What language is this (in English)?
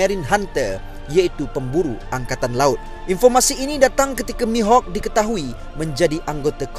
Malay